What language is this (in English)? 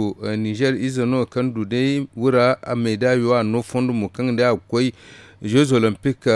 Zarma